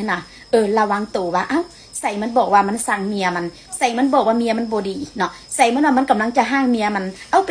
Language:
Northeastern Thai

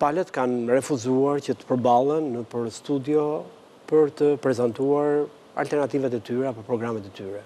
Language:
Albanian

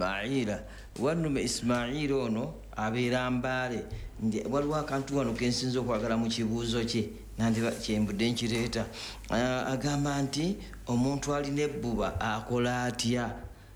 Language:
Ganda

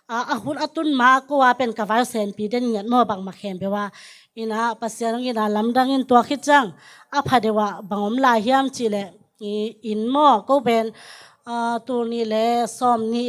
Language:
Tedim Chin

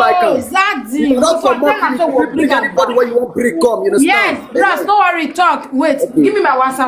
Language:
Nigerian Pidgin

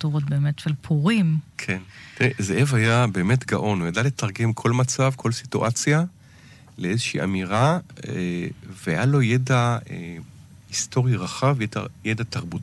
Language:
Hebrew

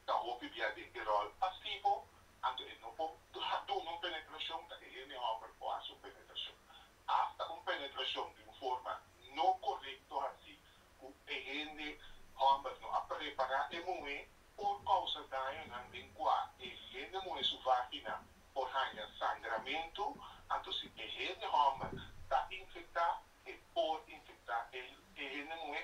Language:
Papiamento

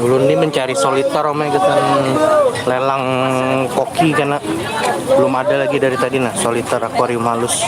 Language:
Banjar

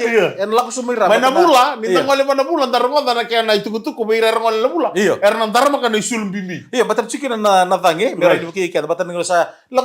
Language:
Fijian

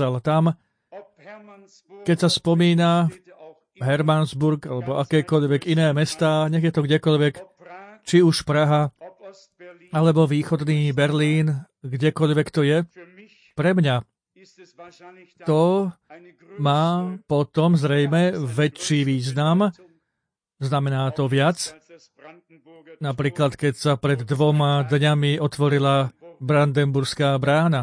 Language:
Slovak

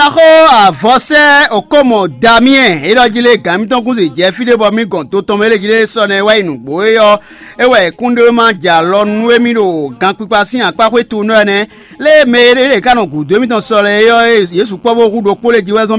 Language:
Fon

